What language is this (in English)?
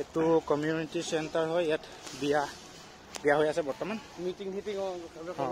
Assamese